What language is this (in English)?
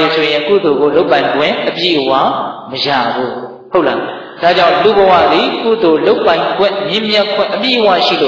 Burmese